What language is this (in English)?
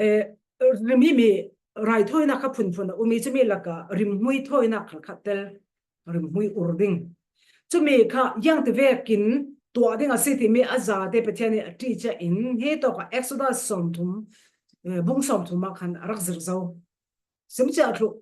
Falam Chin